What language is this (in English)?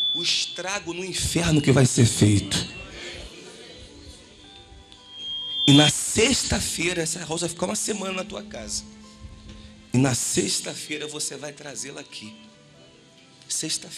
Portuguese